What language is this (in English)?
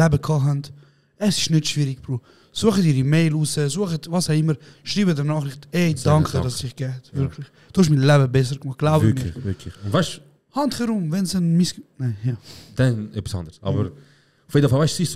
Swiss German